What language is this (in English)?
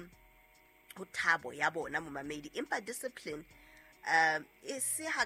Southern Sotho